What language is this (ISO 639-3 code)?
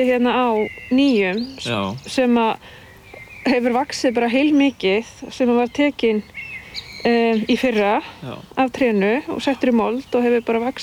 isl